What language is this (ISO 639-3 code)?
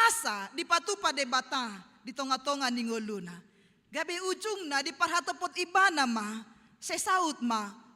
bbc